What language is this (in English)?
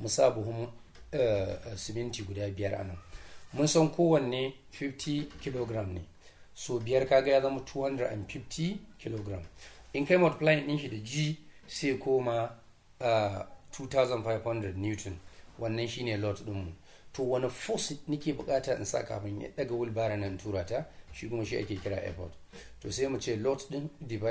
Hausa